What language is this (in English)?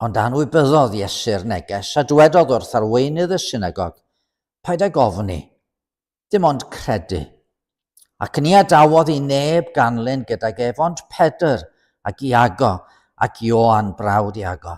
Welsh